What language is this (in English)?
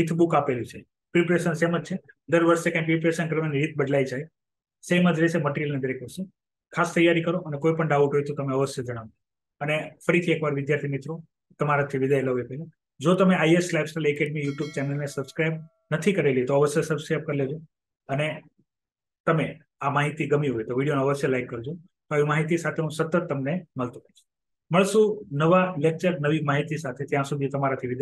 Gujarati